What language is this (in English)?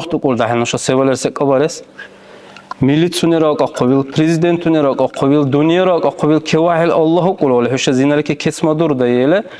Dargwa